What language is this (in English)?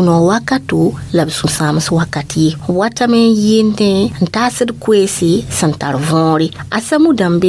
Mossi